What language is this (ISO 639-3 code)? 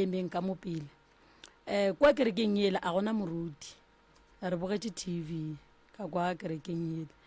nso